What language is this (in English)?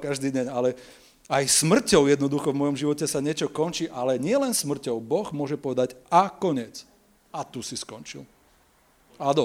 Slovak